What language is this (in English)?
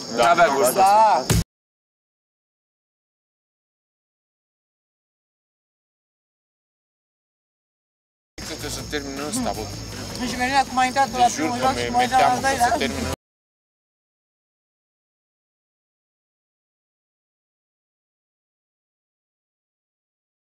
Romanian